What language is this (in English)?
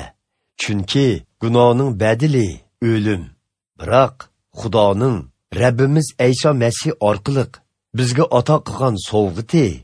Uyghur